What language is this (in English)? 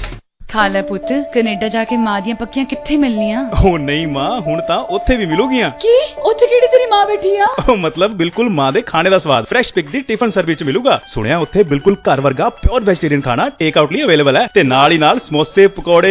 Punjabi